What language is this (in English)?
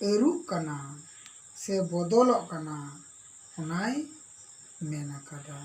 Santali